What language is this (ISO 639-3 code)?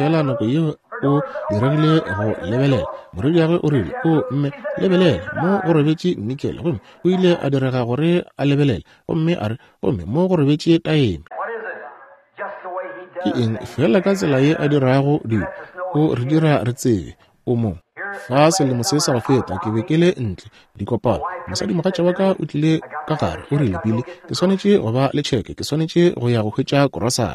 nso